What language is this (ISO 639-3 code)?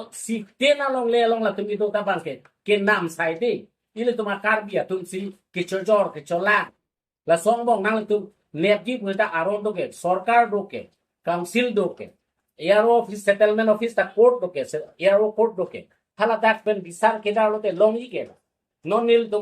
mjw